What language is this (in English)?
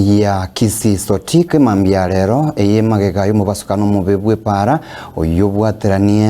Gusii